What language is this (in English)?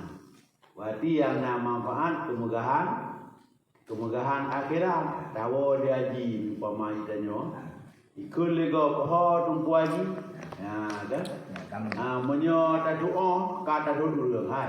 Achinese